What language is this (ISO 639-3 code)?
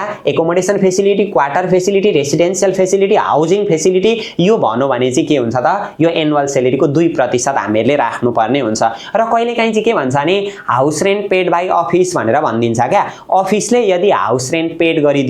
nep